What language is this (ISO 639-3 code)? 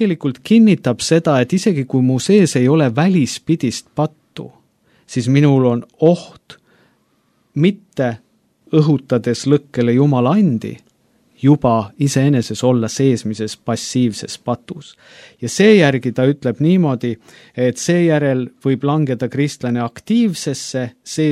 est